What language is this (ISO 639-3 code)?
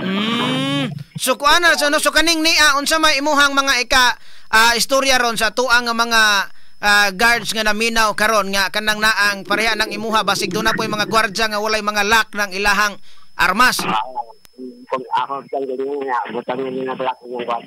ceb